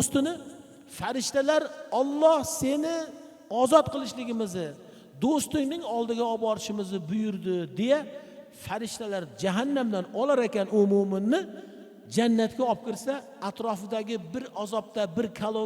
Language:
Uzbek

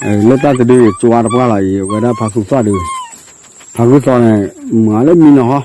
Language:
S'gaw Karen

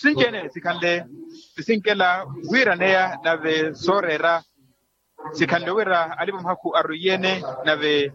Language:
Makhuwa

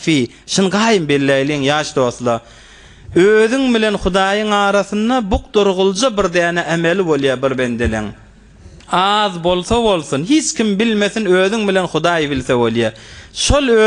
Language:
Turkmen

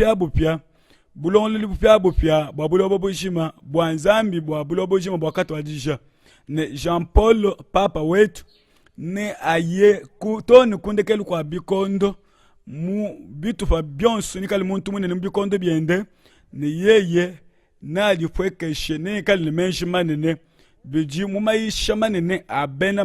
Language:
Luba-Lulua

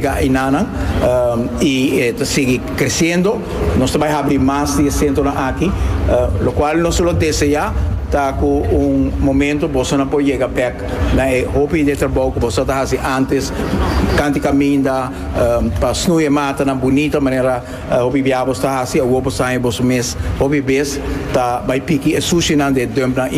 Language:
Papiamento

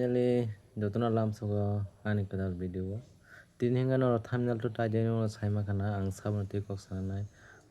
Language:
Kok Borok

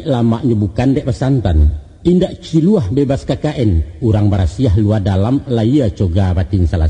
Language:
Minangkabau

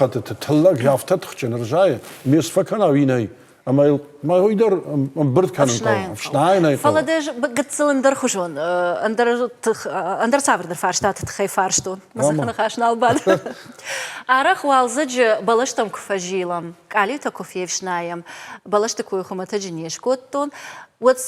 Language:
Ossetic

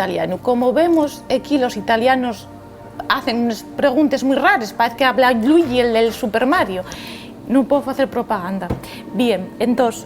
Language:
Asturian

